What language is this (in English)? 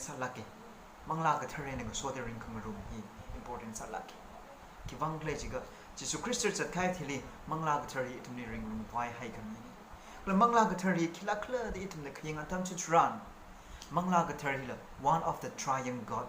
Tangkhul Naga (India)